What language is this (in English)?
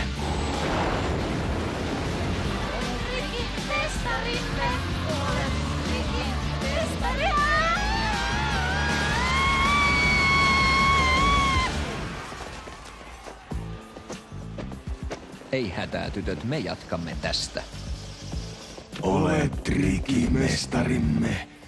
Finnish